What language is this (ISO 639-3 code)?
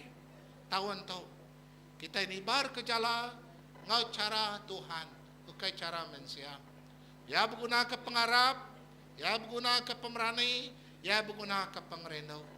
iba